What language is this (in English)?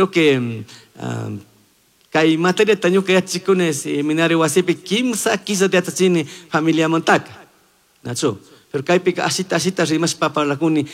Chimborazo Highland Quichua